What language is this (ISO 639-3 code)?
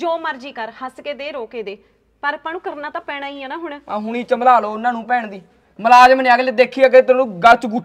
pan